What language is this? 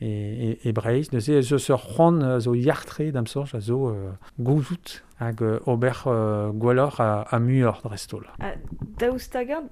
Breton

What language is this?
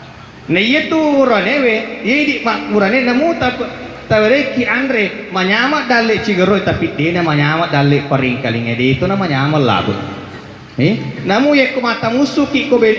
Buginese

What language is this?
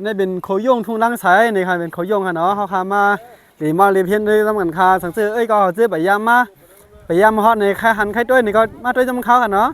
Shan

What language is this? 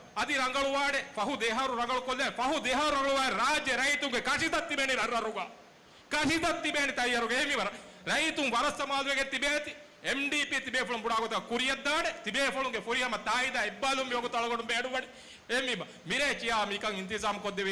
Divehi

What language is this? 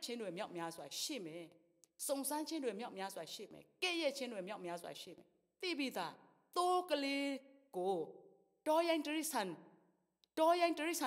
Burmese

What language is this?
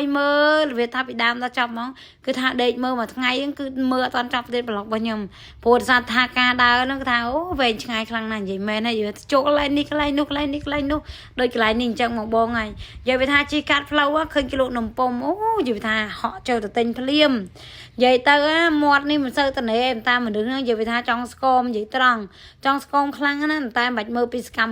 Khmer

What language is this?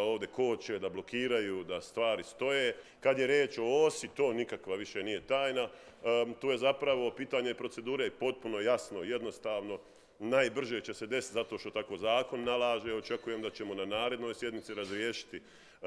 Bosnian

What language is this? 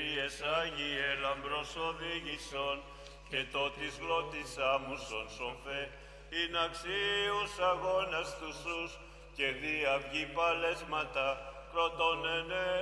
Greek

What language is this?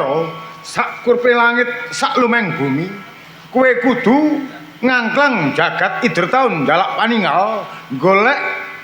Javanese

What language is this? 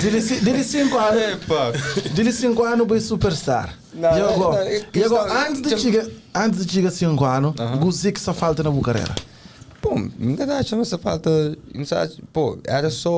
Kabuverdianu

